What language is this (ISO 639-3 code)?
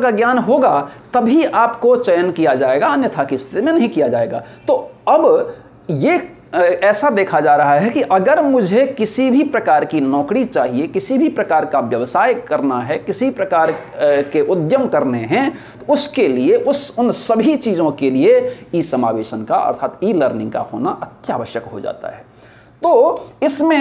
hin